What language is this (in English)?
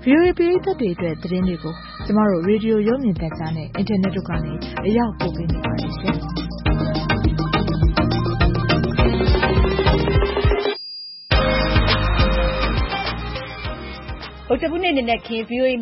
Burmese